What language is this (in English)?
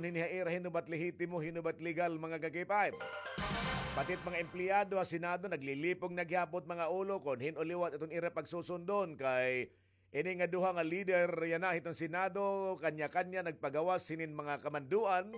Waray